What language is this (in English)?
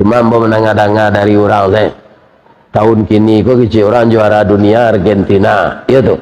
Minangkabau